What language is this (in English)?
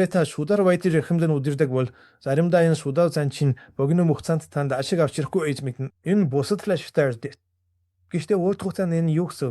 Mongolian